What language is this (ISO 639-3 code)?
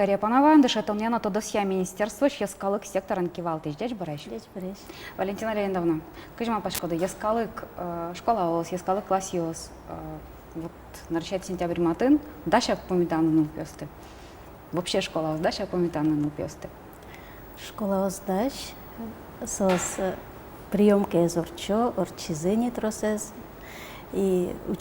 udm